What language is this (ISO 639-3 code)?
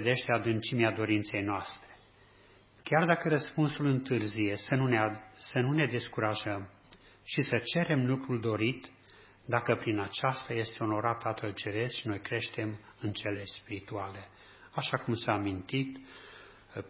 ron